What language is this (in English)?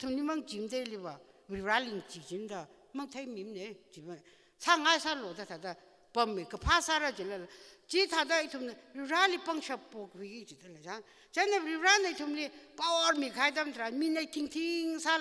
Tangkhul Naga (India)